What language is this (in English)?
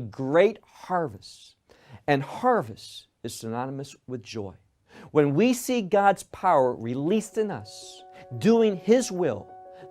English